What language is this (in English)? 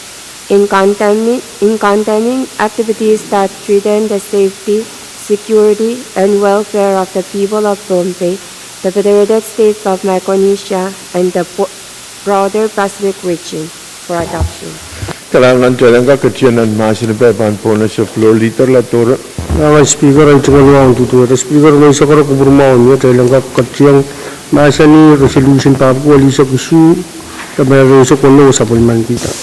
Pohnpeian